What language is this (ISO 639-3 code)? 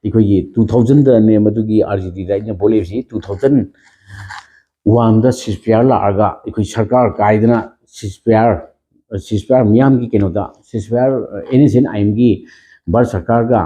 mni